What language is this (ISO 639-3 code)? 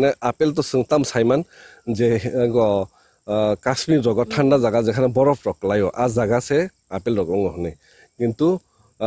trp